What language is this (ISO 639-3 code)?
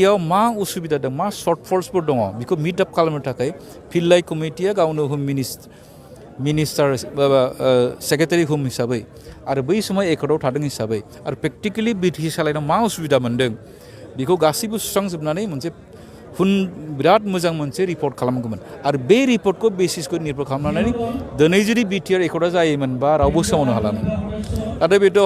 brx